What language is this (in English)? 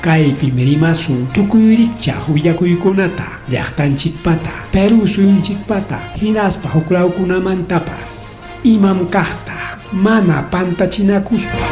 Ayacucho Quechua